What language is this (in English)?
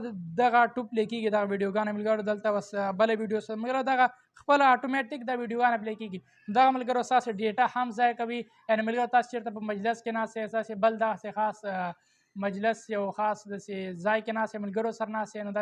Pashto